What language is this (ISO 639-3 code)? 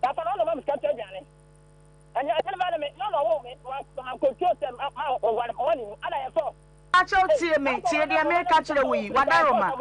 aka